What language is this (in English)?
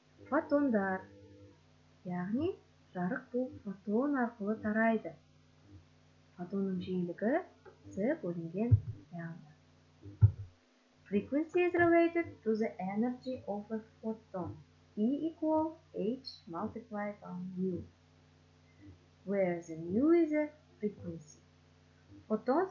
Kazakh